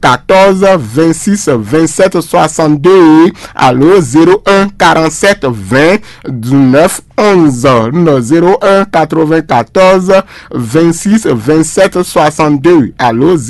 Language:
Fon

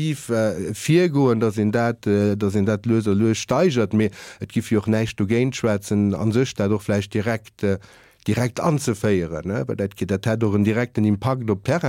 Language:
Luxembourgish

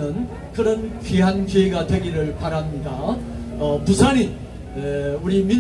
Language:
Korean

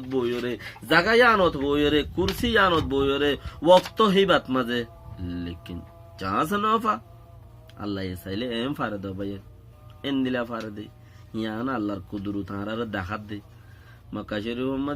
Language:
Rohingya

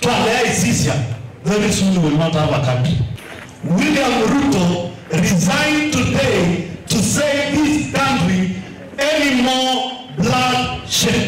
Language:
Kamba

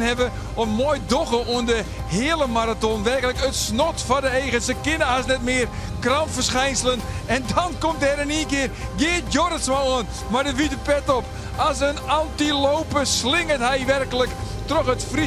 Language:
Western Frisian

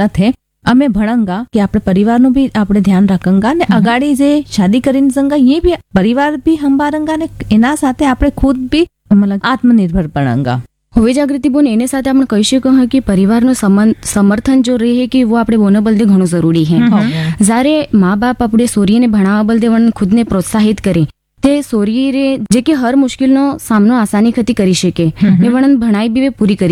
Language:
Gujarati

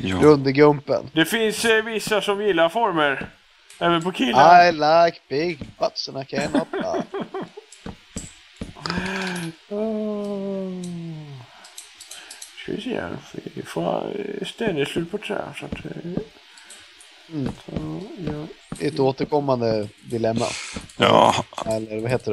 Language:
Swedish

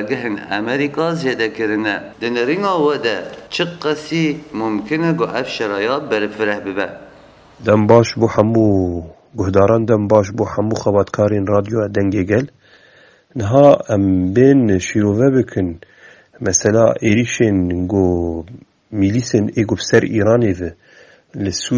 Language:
Kurdish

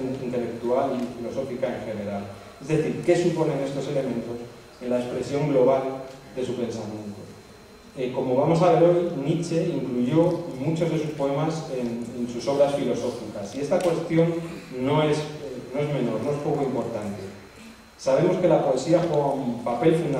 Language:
Spanish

